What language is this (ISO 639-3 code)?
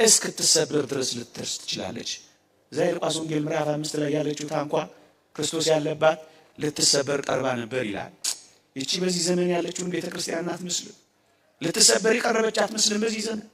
amh